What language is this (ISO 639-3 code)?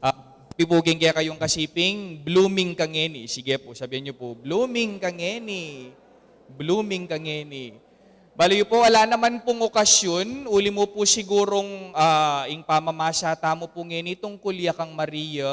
pam